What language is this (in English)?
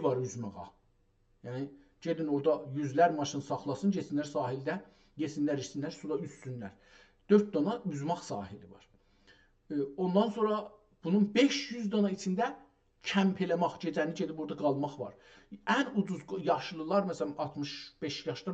South Azerbaijani